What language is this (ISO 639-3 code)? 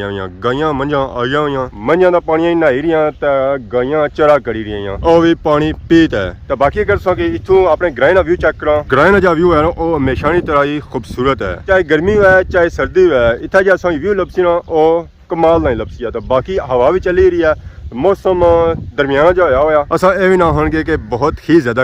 phr